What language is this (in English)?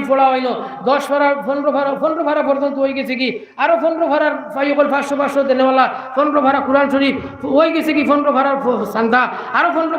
Sylheti